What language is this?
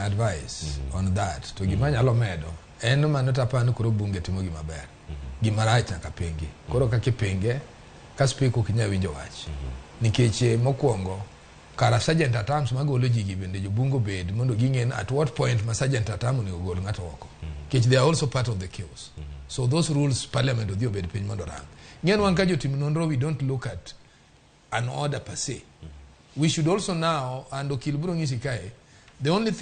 Luo (Kenya and Tanzania)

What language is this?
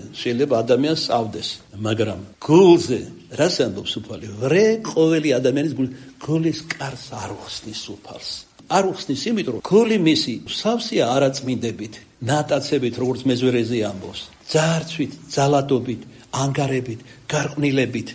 Georgian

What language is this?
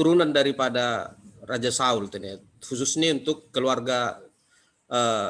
Batak Simalungun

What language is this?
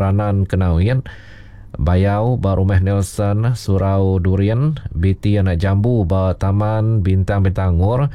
Iban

